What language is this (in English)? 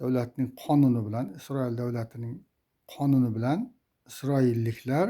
Uzbek